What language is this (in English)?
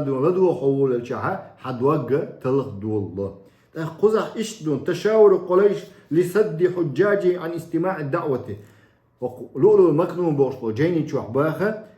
Chechen